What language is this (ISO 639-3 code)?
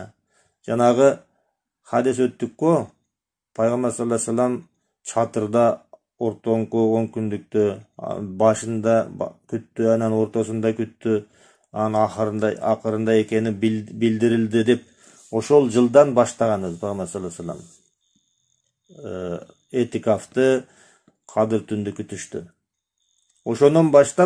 kir